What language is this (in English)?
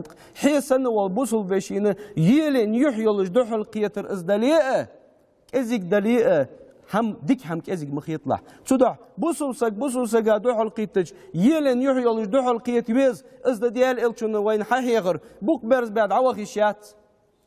Ingush